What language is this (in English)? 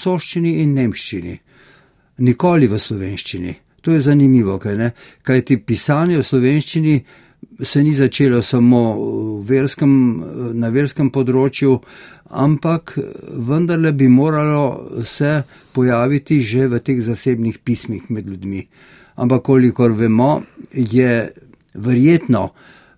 Slovenian